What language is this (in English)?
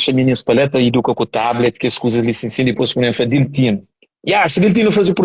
Kabuverdianu